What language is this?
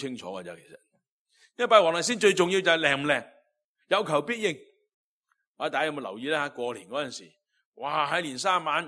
Cantonese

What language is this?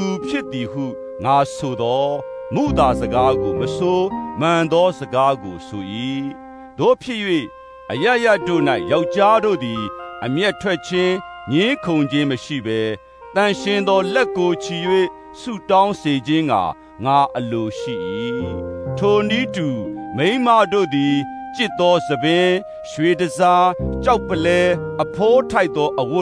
Burmese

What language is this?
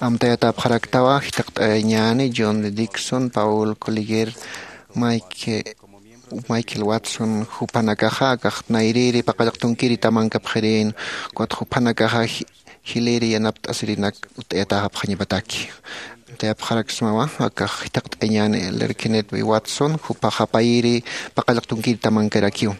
Aymara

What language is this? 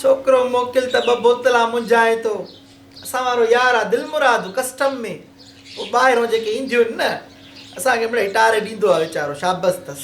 Sindhi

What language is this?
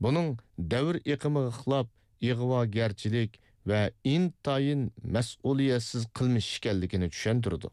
Uyghur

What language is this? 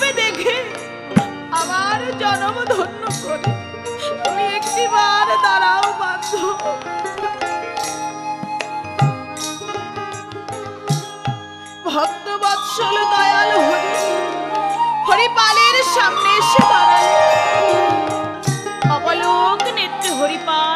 Bangla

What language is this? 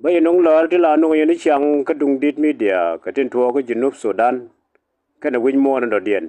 Nuer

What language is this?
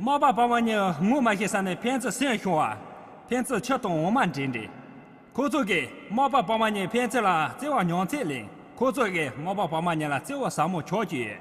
Khams Tibetan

